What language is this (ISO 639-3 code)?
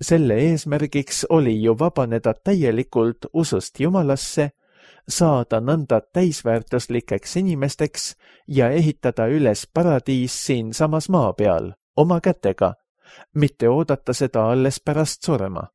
est